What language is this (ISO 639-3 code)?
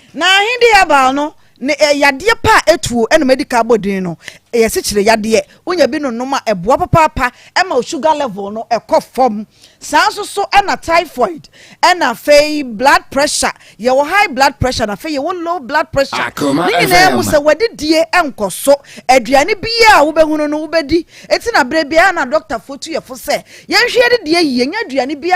aka